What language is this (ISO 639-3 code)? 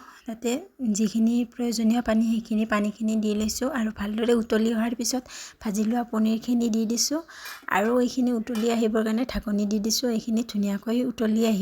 asm